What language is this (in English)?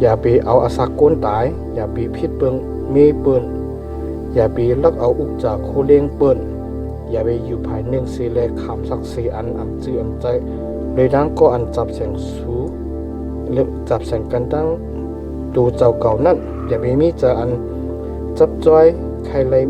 Shan